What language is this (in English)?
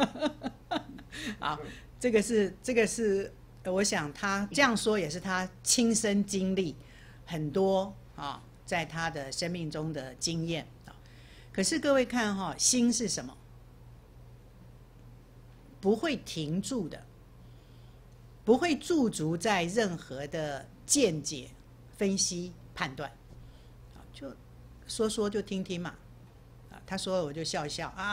Chinese